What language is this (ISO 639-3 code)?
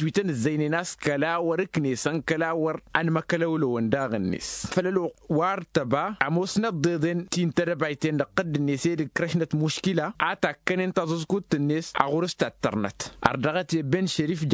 taq